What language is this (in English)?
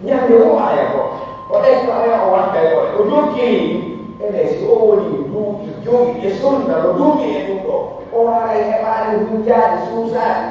Pular